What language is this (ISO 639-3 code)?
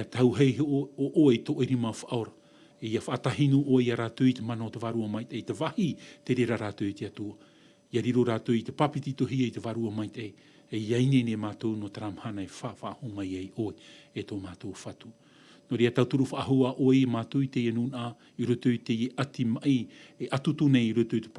tah